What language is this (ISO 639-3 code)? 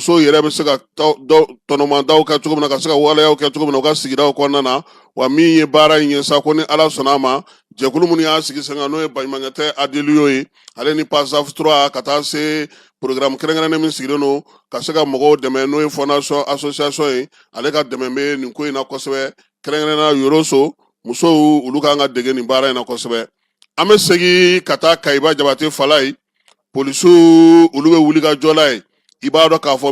bam